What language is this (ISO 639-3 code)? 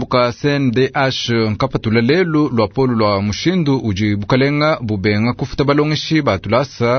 lua